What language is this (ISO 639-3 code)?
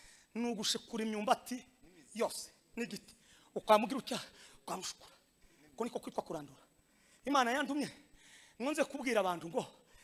kin